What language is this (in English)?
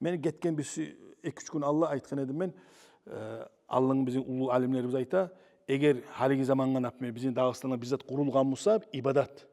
Kumyk